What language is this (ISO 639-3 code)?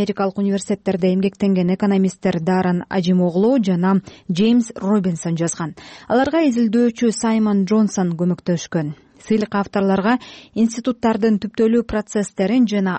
kir